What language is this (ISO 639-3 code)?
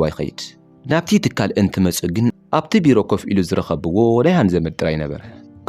tir